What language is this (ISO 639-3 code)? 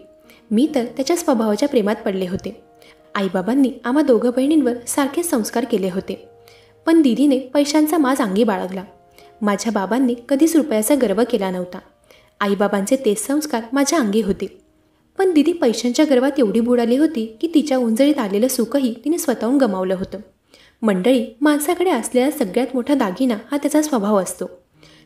mar